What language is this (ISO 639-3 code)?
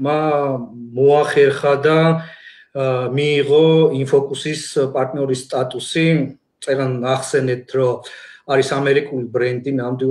kat